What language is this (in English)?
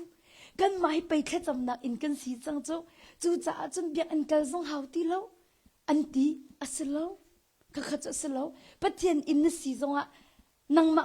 Hakha Chin